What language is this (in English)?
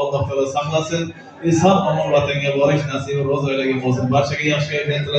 Uzbek